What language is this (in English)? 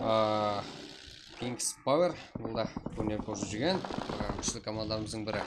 Kara-Kalpak